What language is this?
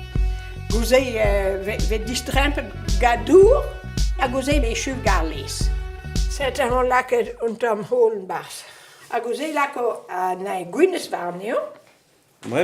Breton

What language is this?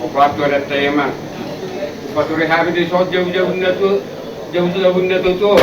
Batak Toba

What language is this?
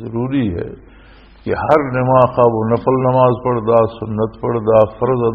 Western Panjabi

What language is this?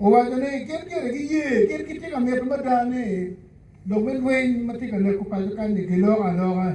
Acoli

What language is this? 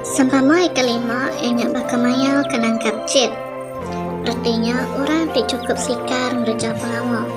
Iban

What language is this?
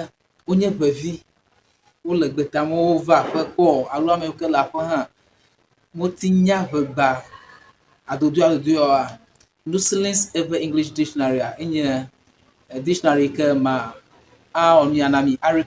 Ewe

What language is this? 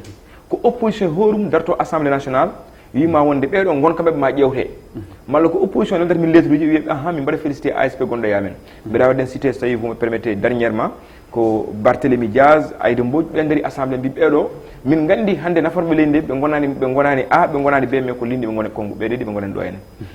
Fula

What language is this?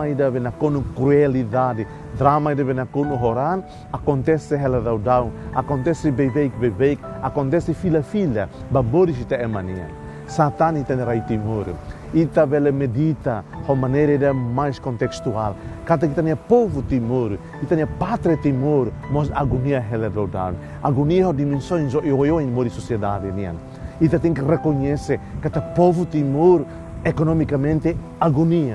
Tetum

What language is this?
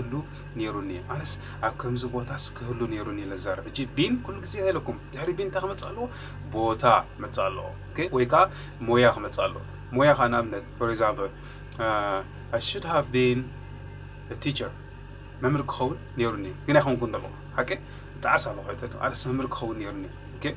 Tigrinya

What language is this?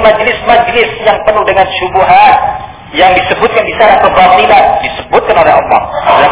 Indonesian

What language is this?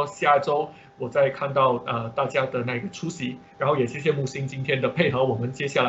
Chinese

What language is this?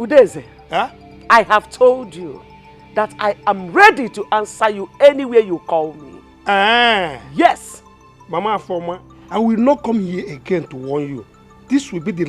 Nigerian Pidgin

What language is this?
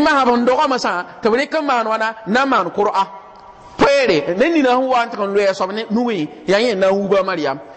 Mossi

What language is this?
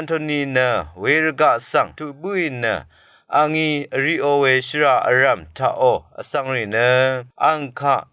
Rawang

